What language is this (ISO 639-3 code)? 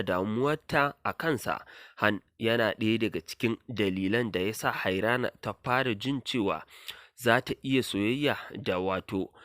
hau